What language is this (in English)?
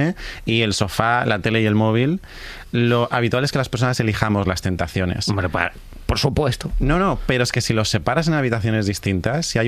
Spanish